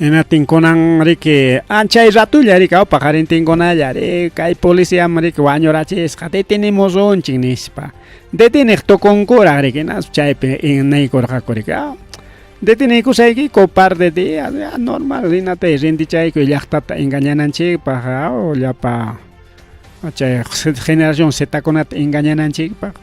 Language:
Ayacucho Quechua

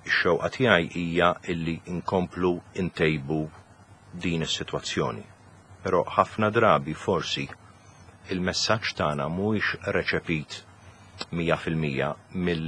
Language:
Maltese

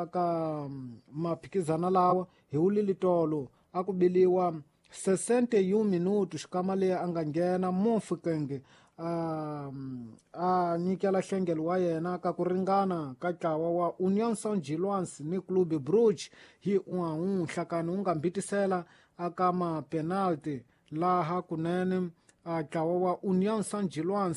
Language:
Tsonga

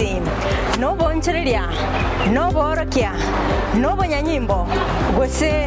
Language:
Gusii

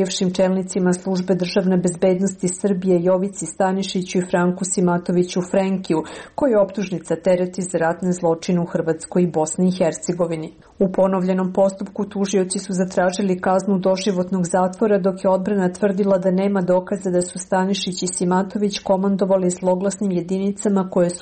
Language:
Serbian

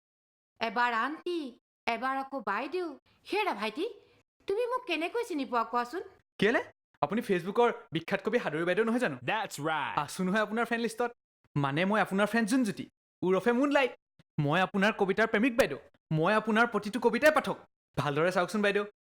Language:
Assamese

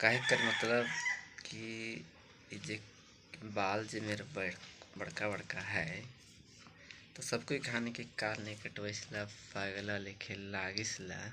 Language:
Sadri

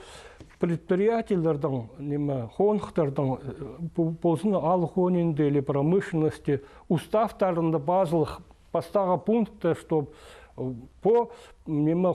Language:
Khakas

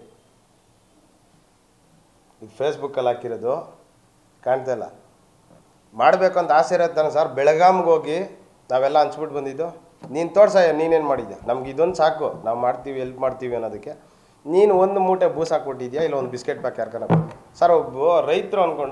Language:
Kannada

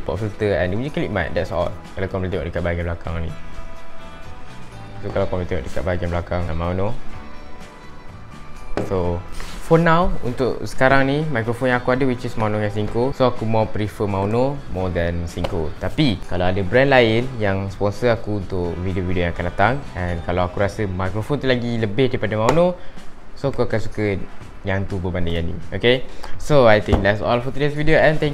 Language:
Malay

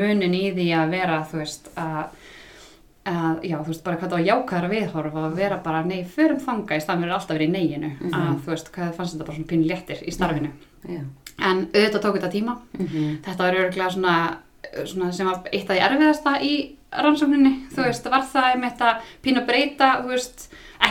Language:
Icelandic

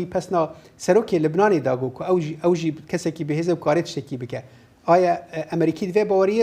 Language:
Kurdish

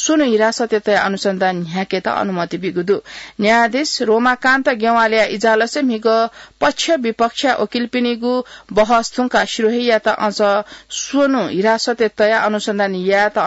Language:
Newari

